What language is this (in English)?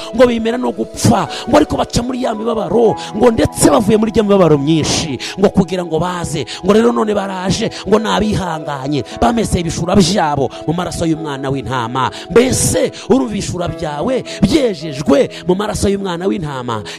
Kinyarwanda